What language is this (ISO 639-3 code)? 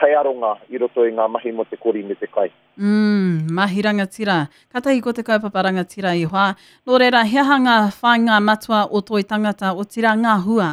mri